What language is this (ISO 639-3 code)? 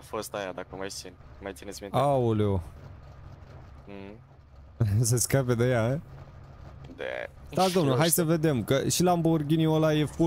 ron